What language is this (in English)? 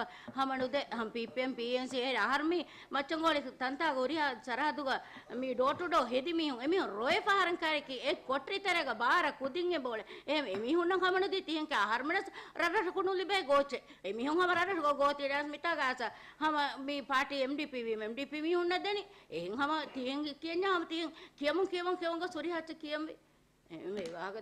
Divehi